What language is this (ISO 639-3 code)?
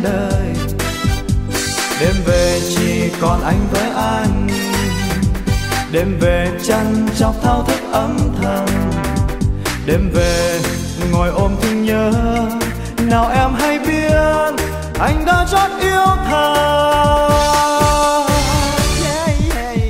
vie